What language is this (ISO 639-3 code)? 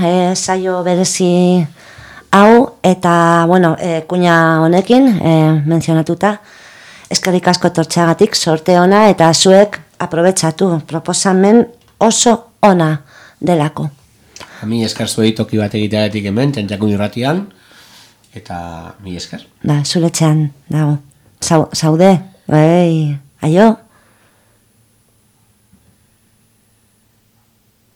eus